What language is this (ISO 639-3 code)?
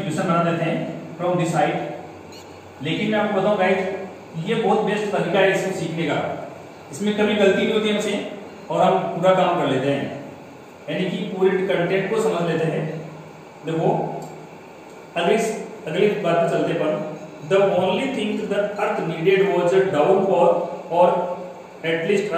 hin